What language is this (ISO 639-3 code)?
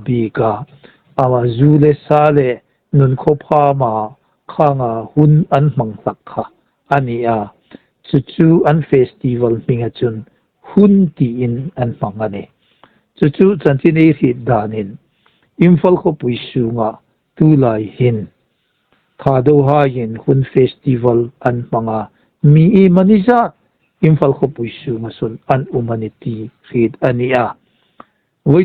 hmr